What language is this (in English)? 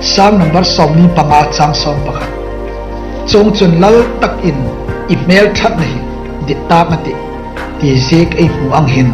Hmar